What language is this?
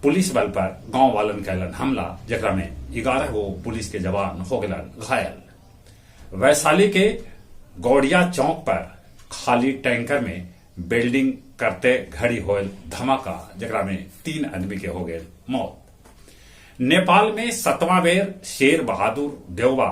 Magahi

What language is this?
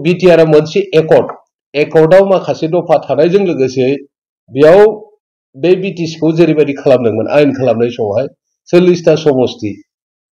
Bodo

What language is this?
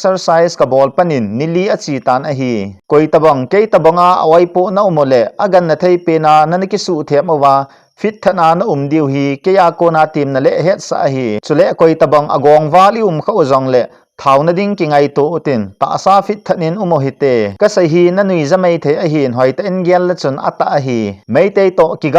Thado Chin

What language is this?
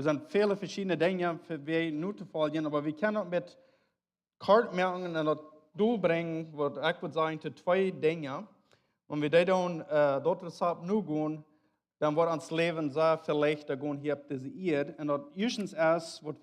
Plautdietsch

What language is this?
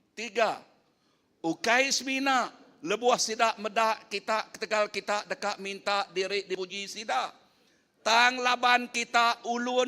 Iban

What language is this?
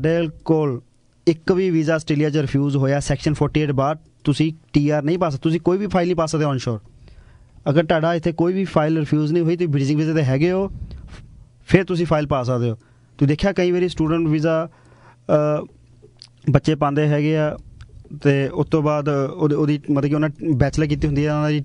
Punjabi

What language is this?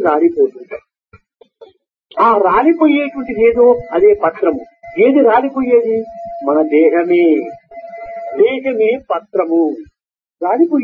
Telugu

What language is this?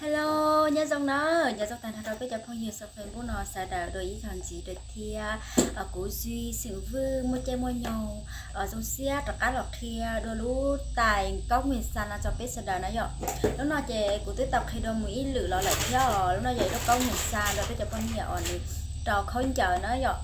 Hmong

